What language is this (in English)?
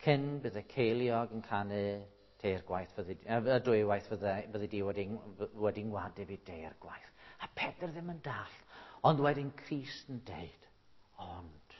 Welsh